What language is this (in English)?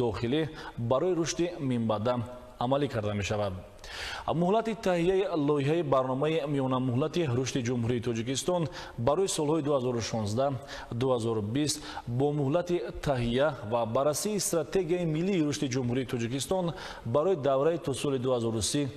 Tajik